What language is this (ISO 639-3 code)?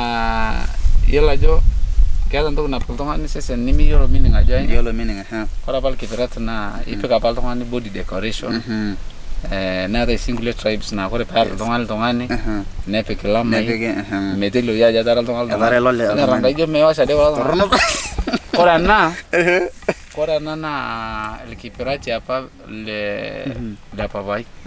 mas